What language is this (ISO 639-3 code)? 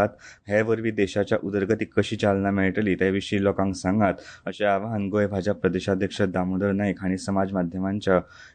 kok